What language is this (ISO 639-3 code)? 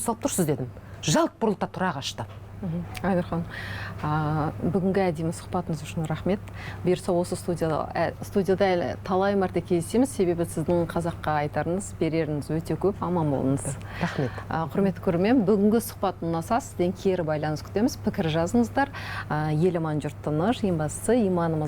kaz